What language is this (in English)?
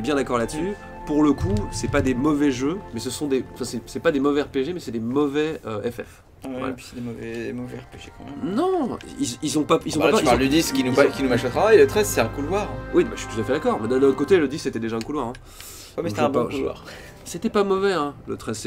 French